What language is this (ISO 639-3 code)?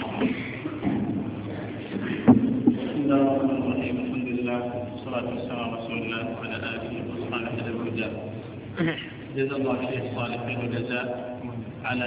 ara